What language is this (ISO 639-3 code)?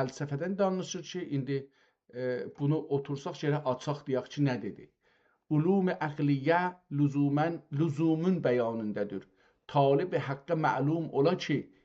azb